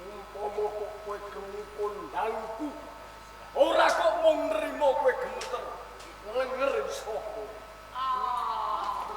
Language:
Javanese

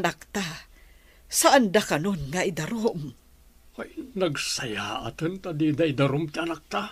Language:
Iloko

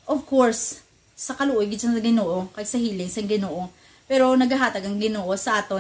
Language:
Hiligaynon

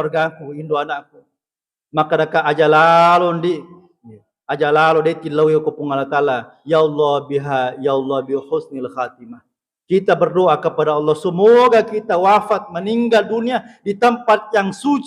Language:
Buginese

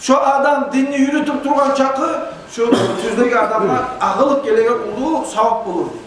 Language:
Kumyk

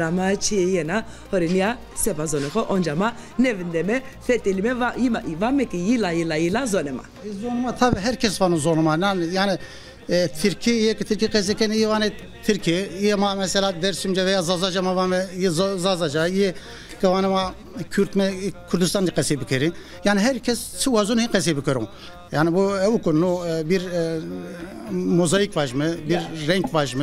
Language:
Zaza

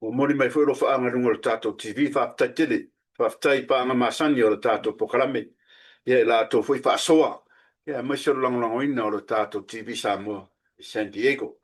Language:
Samoan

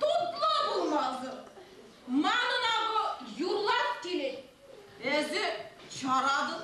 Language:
Chuvash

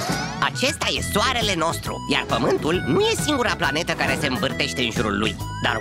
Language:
Romanian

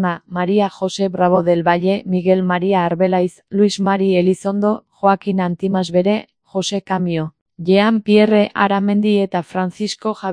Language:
Basque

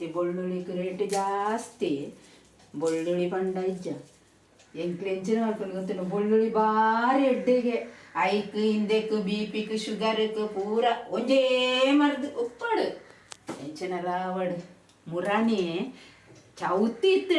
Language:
Tulu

